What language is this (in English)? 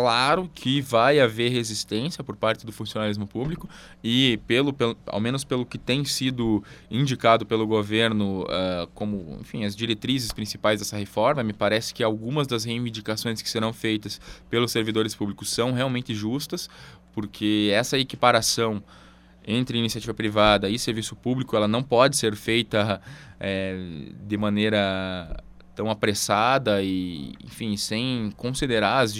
Portuguese